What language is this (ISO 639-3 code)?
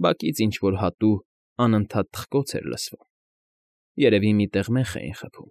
hye